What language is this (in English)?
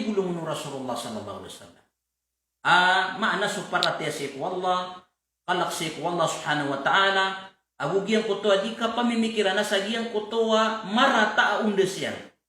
Maranao